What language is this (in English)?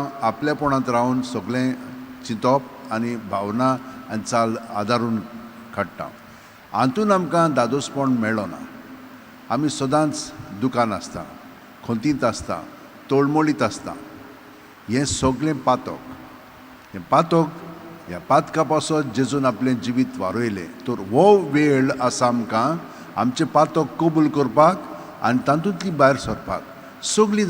Konkani